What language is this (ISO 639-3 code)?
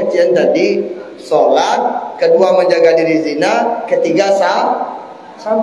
min